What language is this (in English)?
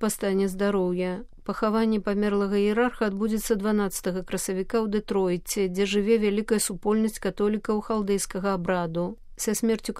Belarusian